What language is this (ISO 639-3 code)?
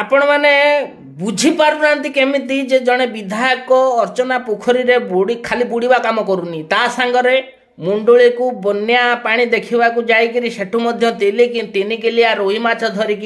ori